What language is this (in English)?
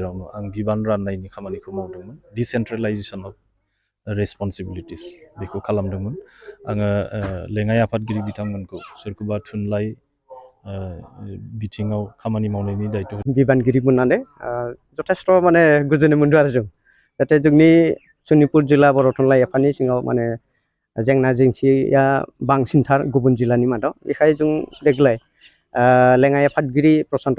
Bodo